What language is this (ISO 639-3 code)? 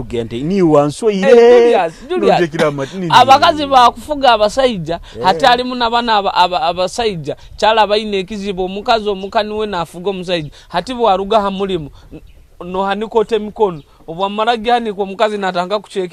nyo